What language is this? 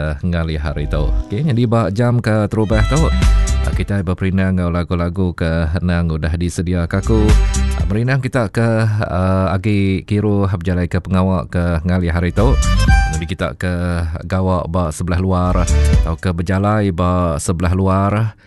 Iban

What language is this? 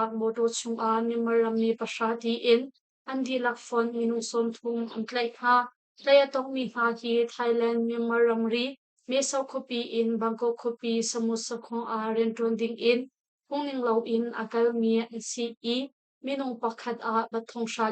Hakha Chin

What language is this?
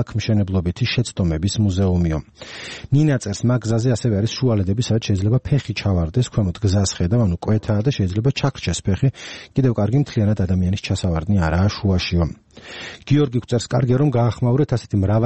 Georgian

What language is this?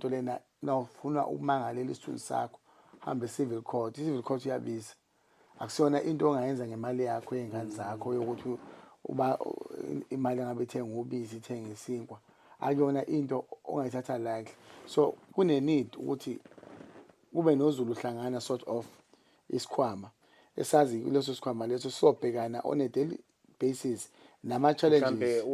Zulu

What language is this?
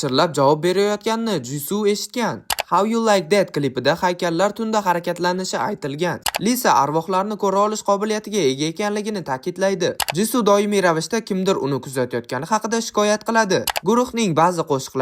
Uzbek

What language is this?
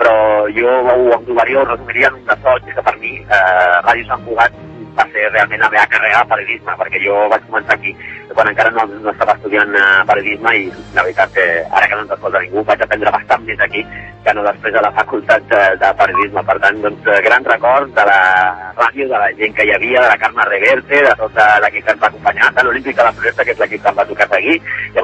Catalan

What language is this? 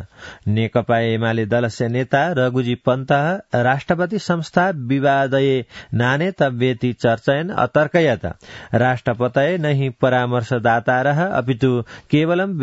Sanskrit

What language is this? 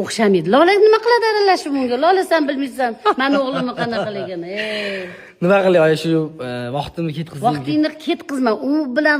Uzbek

